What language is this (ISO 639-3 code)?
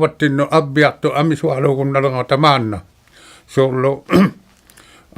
iku